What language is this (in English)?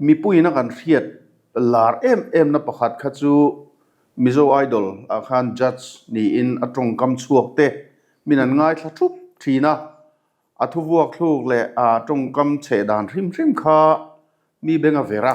Mizo